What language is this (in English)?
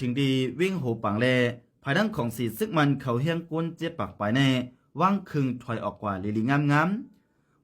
Shan